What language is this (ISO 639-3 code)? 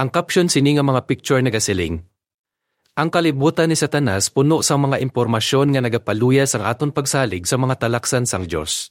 hil